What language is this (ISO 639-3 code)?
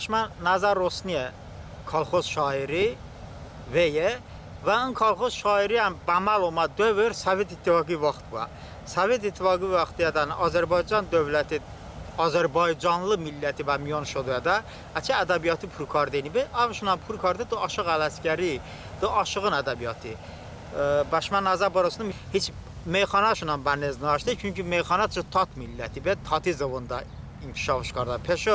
tly